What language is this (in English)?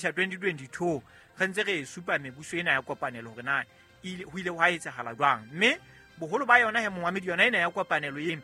Southern Sotho